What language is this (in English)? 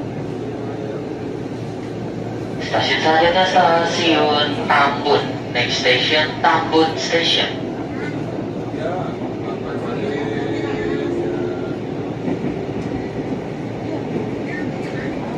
Indonesian